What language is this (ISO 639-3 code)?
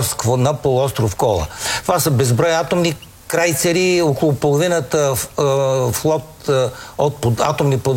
bul